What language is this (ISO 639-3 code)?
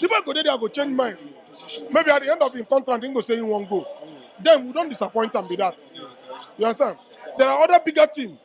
pcm